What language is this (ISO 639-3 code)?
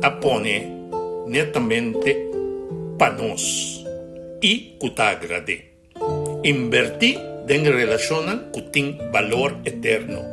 pap